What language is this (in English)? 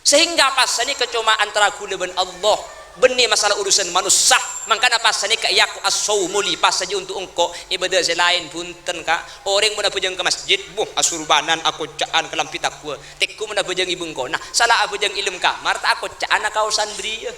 Madurese